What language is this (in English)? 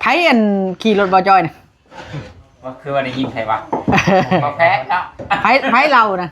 Northeastern Thai